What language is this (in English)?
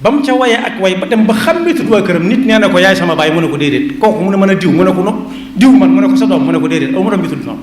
Wolof